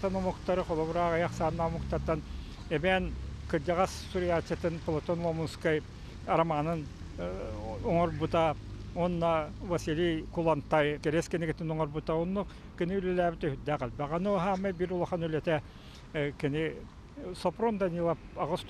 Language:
Yakut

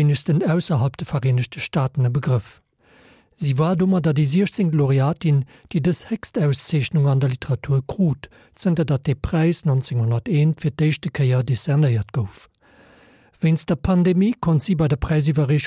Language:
Luxembourgish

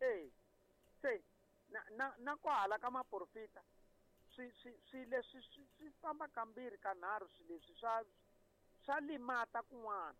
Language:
Tsonga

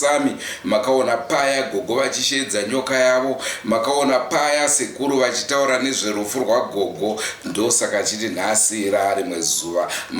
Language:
Shona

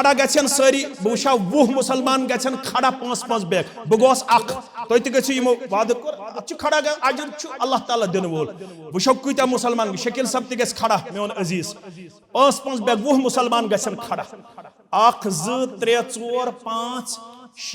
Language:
Kashmiri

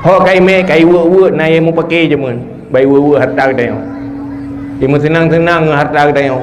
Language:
Achinese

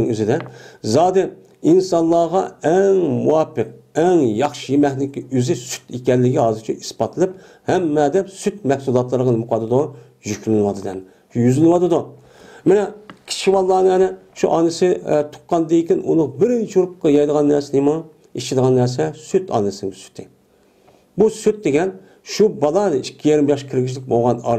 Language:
Uyghur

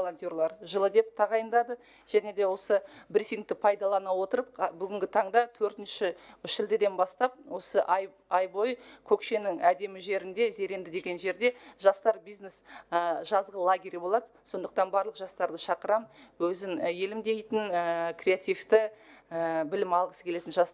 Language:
Kazakh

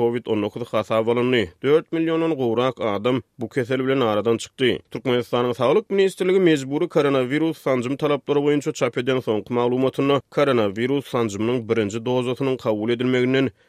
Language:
Turkmen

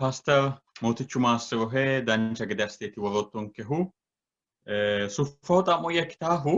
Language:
Sidamo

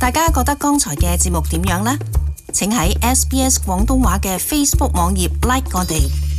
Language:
Cantonese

